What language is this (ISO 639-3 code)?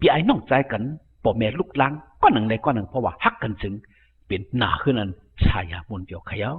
shn